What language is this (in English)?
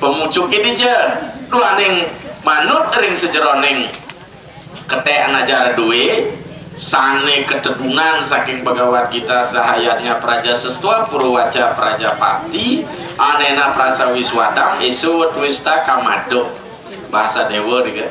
Balinese